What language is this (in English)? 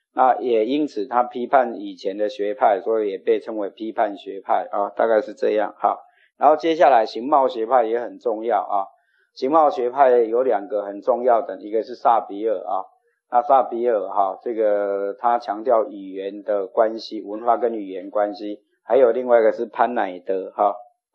Chinese